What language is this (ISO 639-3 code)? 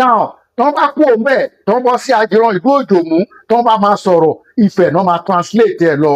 yor